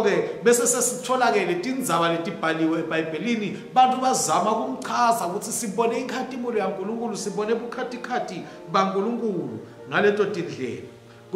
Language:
Swati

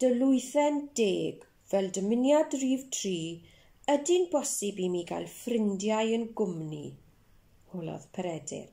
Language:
Welsh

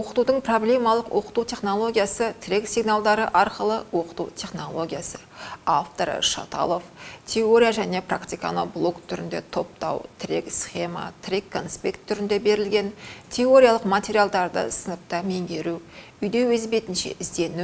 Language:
Kazakh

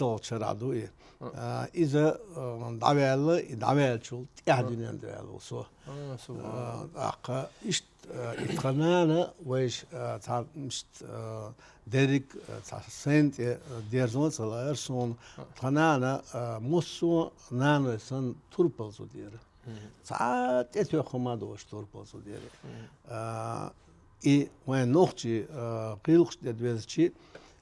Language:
Chechen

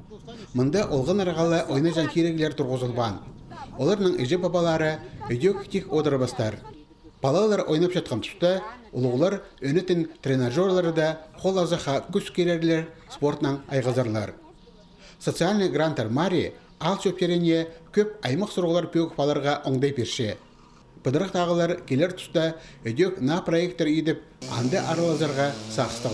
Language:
Khakas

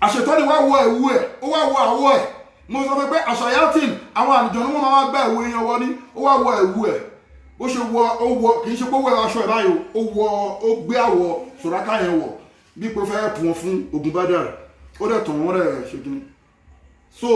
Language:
Yoruba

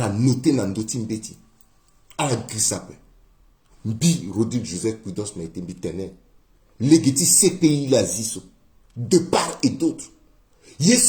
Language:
Sango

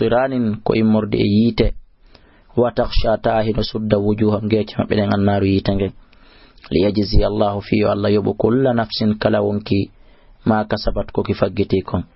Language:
Fula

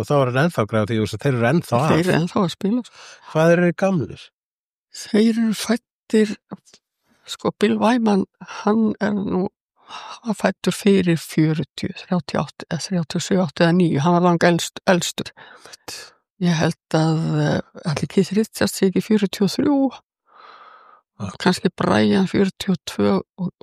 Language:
Icelandic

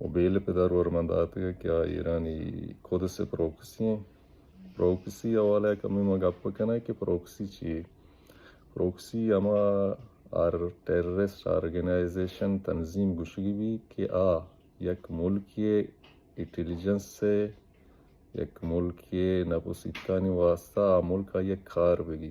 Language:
Baluchi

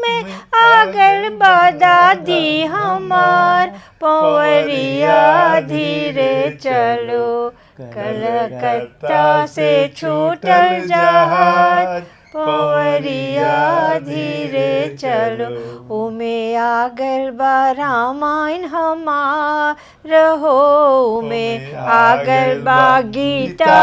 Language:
Bhojpuri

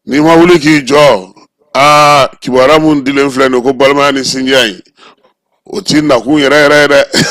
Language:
Bambara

